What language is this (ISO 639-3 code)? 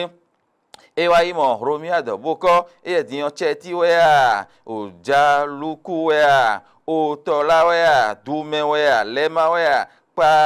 fon